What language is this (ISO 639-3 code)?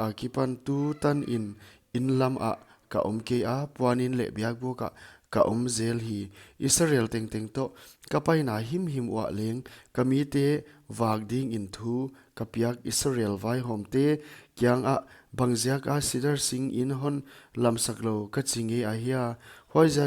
pck